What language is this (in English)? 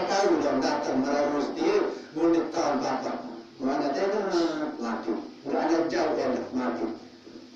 Sasak